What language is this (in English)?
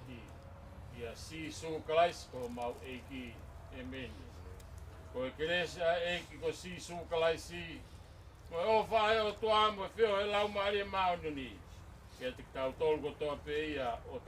Tongan